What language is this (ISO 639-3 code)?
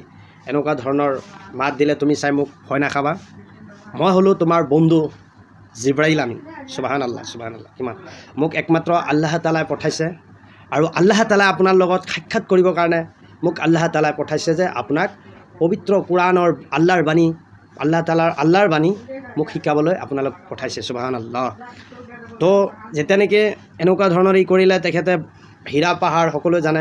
asm